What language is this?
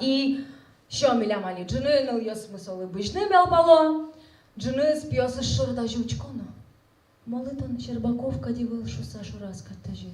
Udmurt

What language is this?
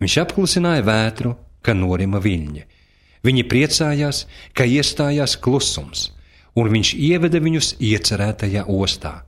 Latvian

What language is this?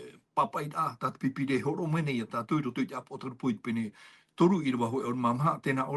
Tahitian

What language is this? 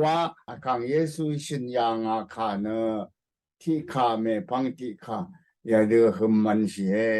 Rawang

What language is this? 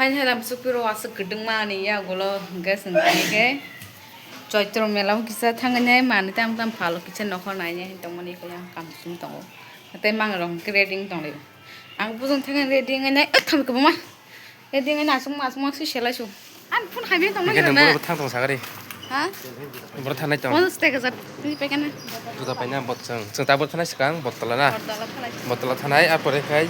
Kok Borok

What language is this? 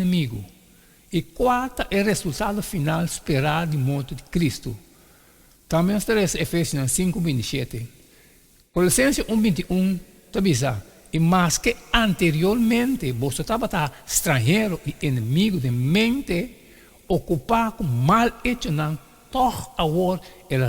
Papiamento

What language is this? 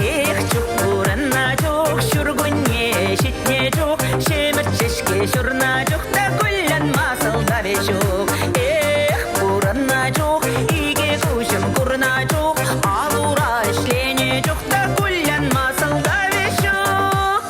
Chuvash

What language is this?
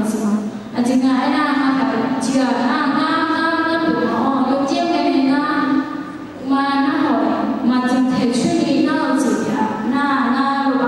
Akha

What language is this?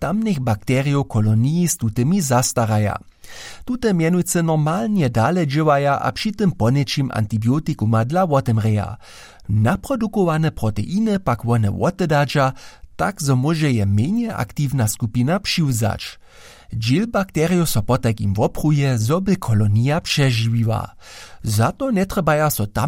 Upper Sorbian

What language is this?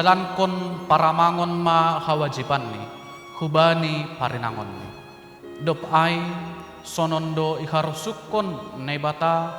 Batak Simalungun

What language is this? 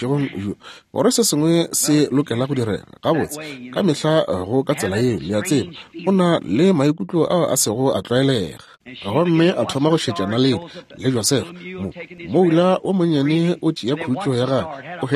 Northern Sotho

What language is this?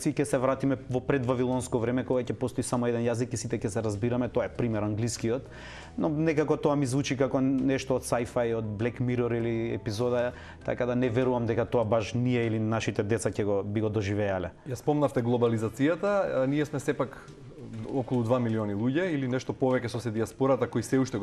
Macedonian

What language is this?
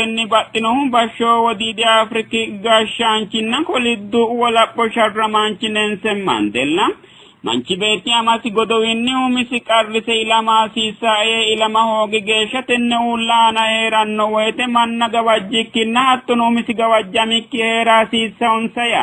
Sidamo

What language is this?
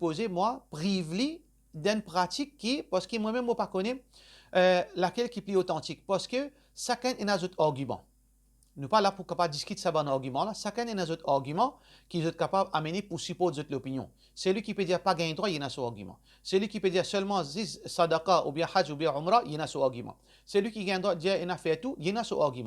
Morisyen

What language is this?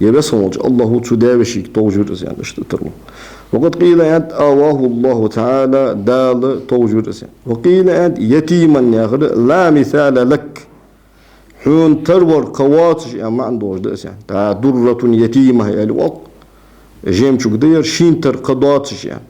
Ingush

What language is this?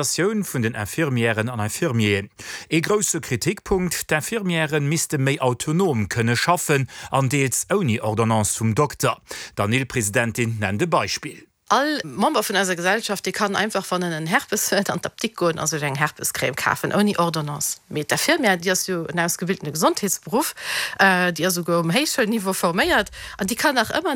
Luxembourgish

